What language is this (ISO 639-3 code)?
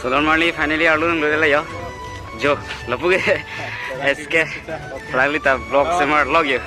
mjw